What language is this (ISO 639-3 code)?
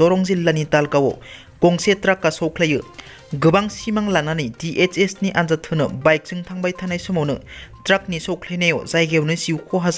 brx